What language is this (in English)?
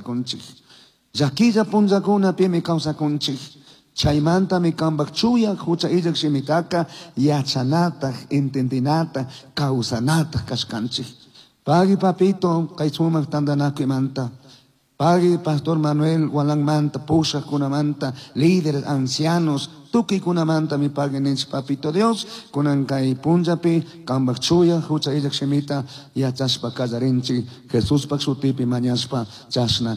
Chimborazo Highland Quichua